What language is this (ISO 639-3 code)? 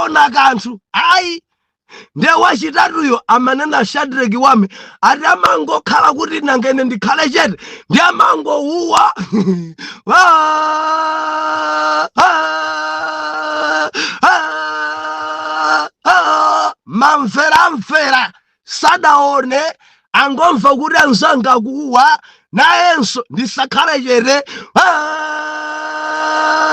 nya